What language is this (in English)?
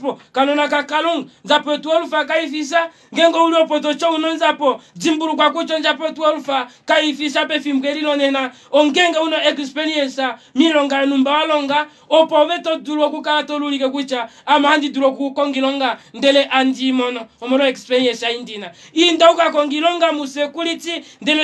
Kuanyama